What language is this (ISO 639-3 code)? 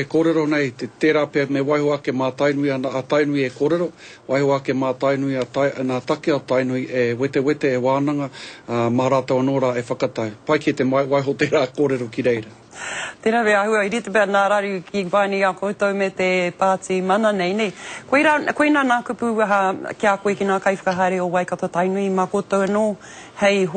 mri